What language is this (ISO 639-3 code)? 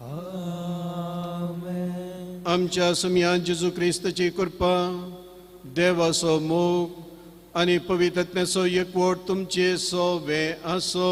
kok